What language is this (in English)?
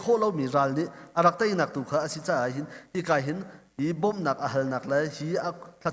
Hakha Chin